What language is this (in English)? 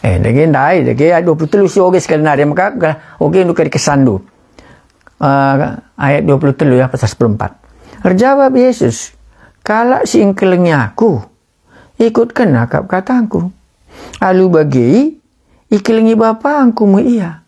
Batak Karo